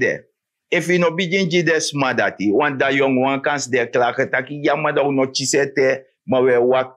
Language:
Sranan Tongo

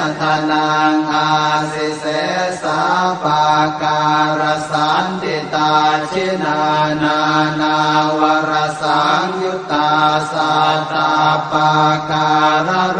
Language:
Pali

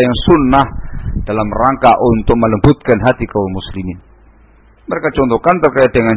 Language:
Indonesian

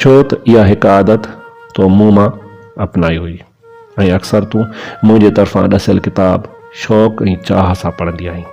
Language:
Sindhi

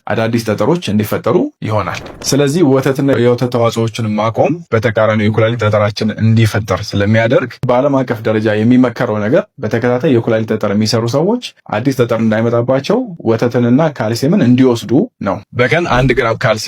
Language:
Amharic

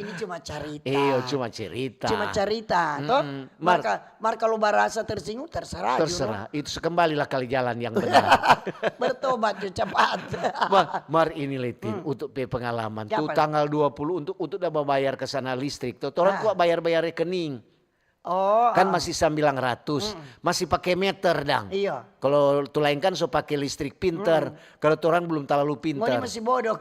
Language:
Manado Malay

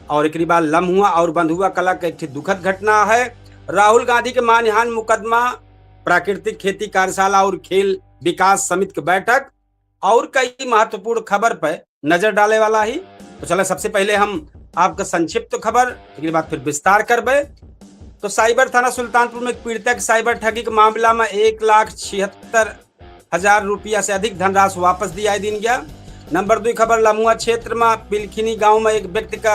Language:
Awadhi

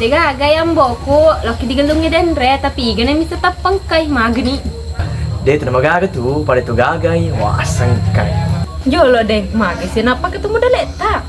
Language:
Buginese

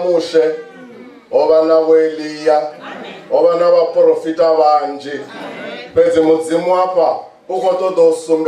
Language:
Venda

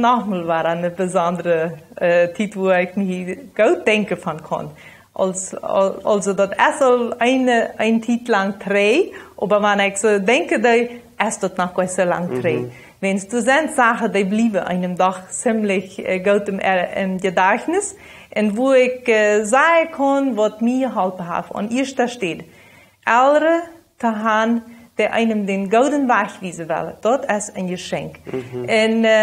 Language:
Plautdietsch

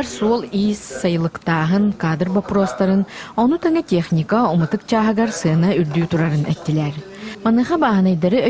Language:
Yakut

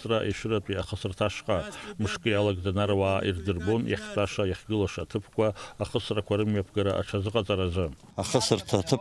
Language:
Abkhazian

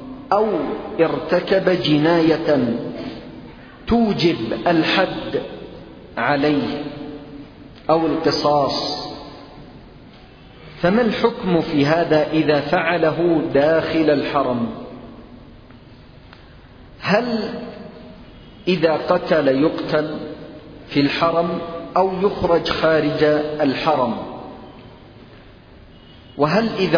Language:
Arabic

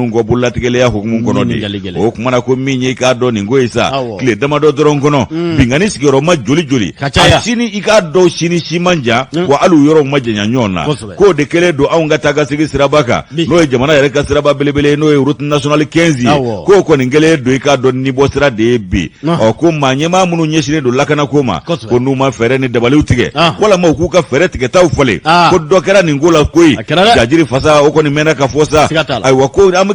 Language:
Bambara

